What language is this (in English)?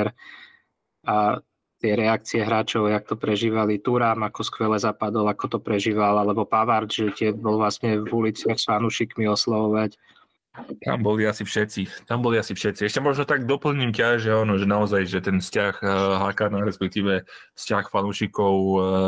Slovak